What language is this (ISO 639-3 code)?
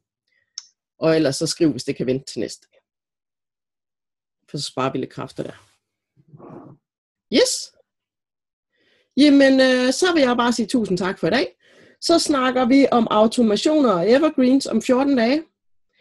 dan